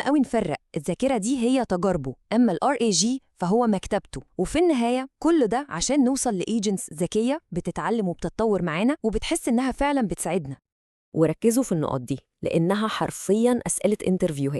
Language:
Egyptian Arabic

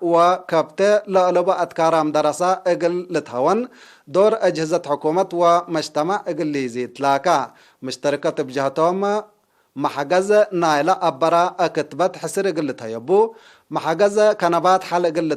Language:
Tigre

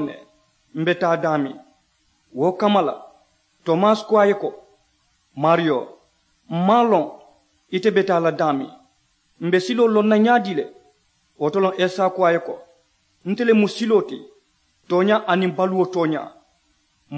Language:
Mandingo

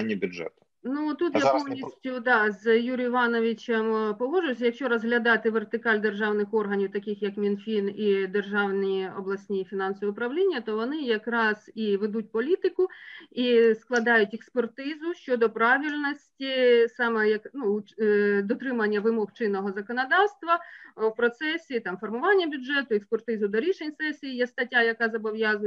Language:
Ukrainian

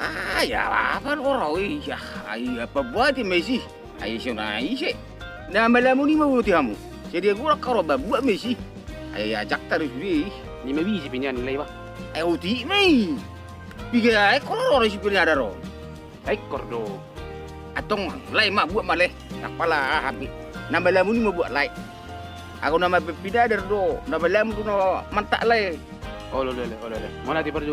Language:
Batak Toba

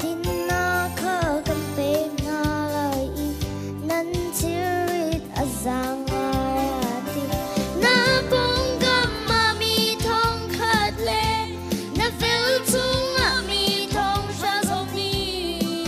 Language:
Hakha Chin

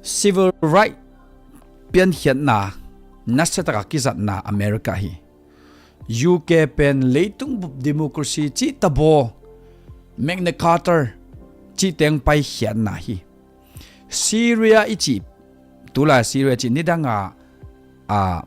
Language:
Tedim Chin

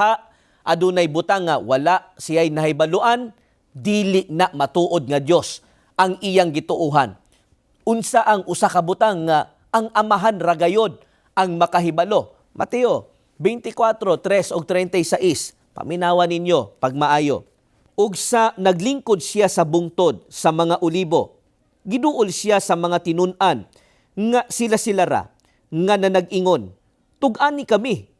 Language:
Cebuano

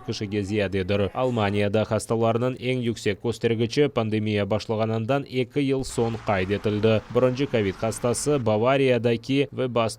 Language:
Crimean Tatar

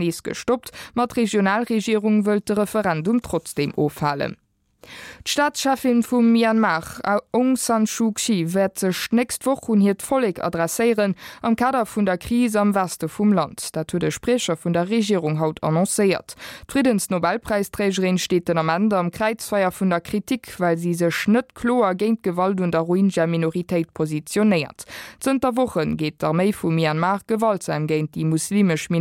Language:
Luxembourgish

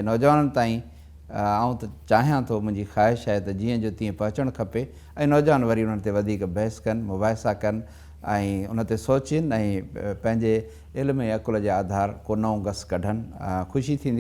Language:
Sindhi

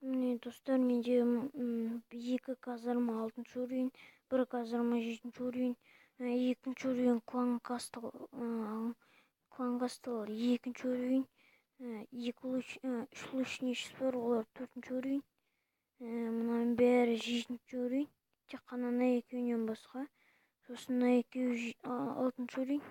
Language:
Kazakh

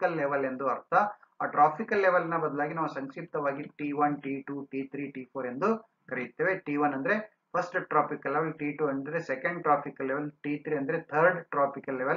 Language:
Kannada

